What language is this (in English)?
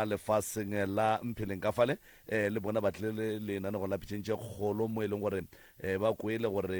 Northern Sotho